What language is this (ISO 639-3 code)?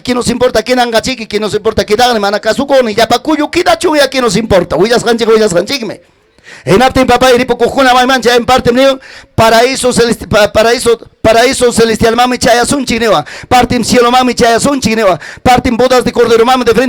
quy